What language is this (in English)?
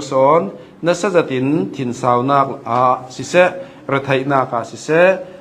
Hakha Chin